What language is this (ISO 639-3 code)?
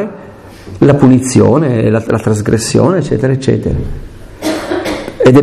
ita